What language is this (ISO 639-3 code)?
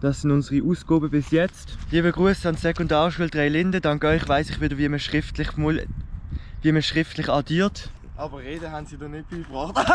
gsw